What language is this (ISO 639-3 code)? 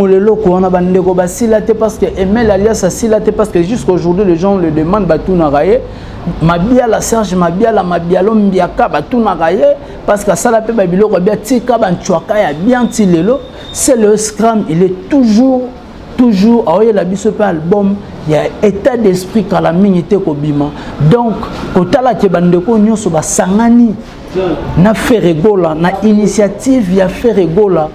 lin